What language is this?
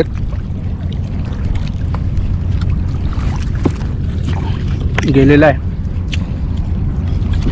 Marathi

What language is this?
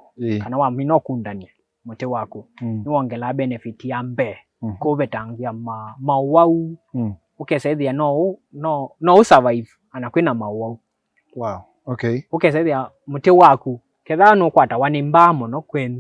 Kamba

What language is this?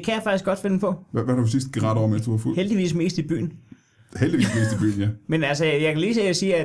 Danish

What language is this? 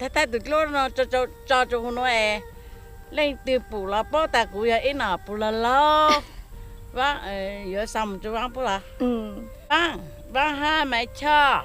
Hmong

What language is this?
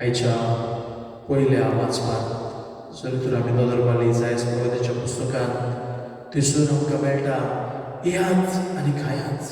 Konkani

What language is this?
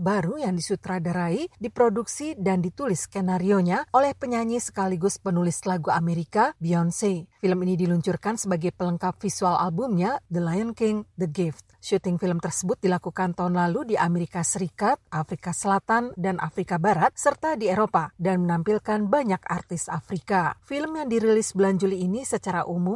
Indonesian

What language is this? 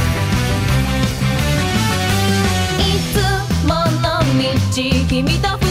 Japanese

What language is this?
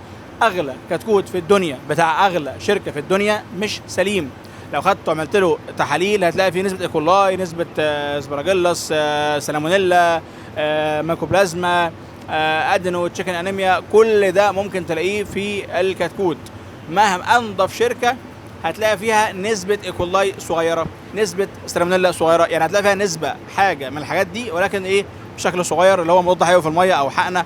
Egyptian Arabic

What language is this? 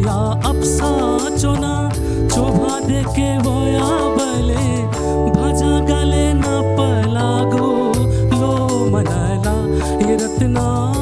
Newari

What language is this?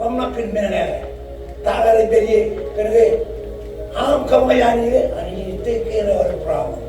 Marshallese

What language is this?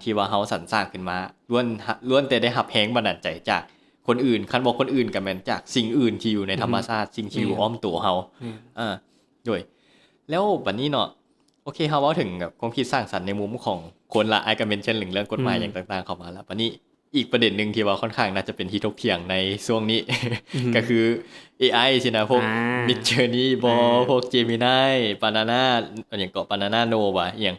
Lao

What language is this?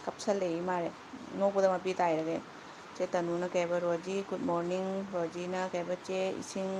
Manipuri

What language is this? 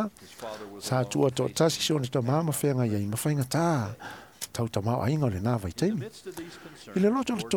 Samoan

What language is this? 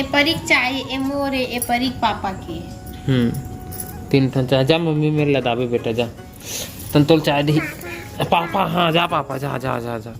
Chhattisgarhi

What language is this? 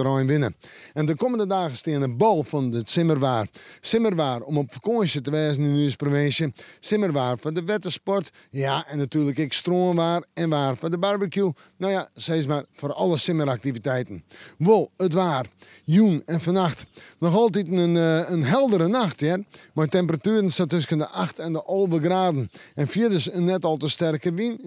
Western Frisian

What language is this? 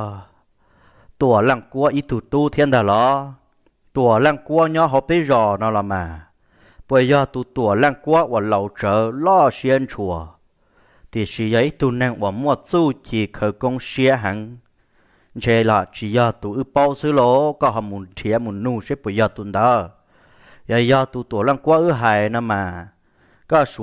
Hmong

